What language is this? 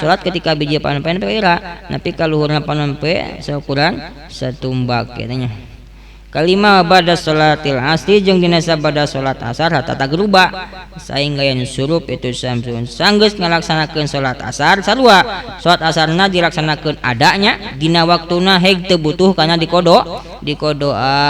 Sundanese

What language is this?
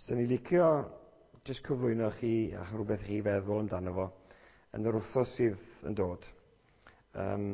Welsh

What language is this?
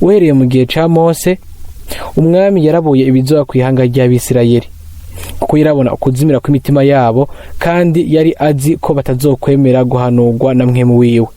Rundi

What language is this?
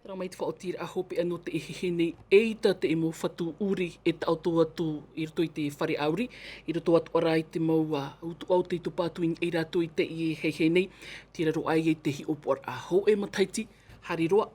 Tahitian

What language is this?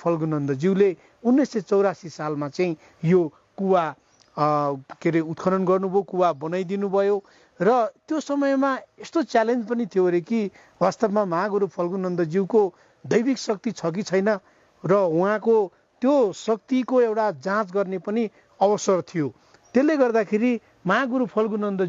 Nepali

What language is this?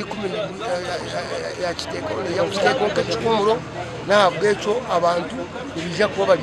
Nyankole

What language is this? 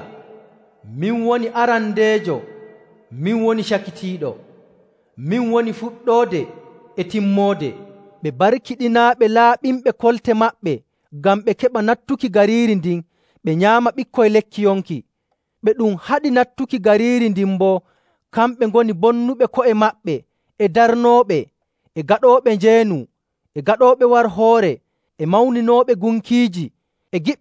Nigerian Fulfulde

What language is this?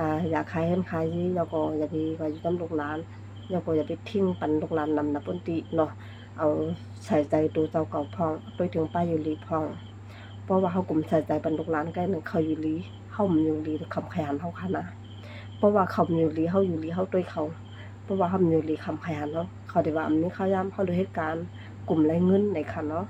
Shan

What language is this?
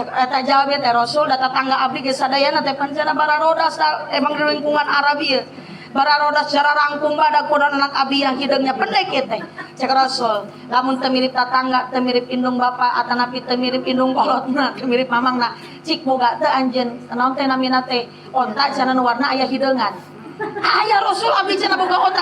Sundanese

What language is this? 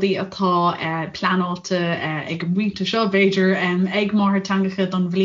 Irish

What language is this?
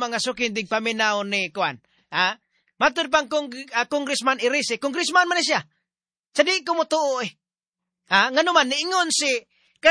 Cebuano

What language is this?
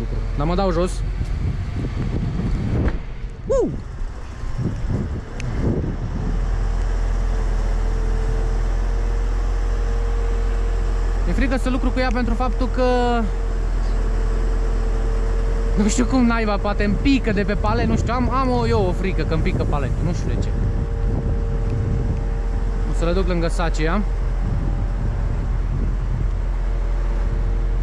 Romanian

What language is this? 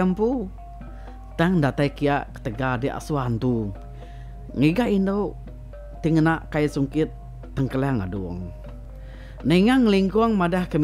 Iban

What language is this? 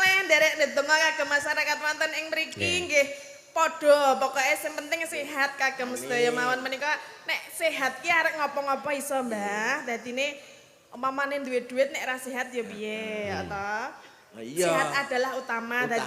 Javanese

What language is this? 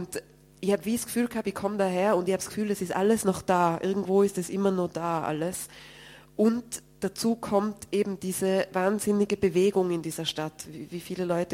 German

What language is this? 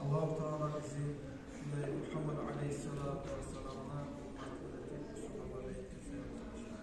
Kumyk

